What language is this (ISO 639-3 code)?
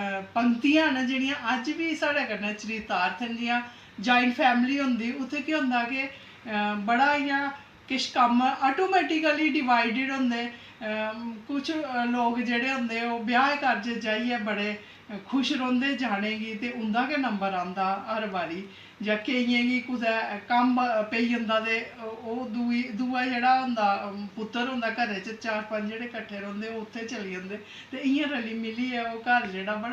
doi